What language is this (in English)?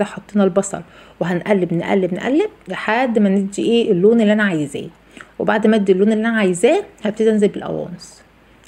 Egyptian Arabic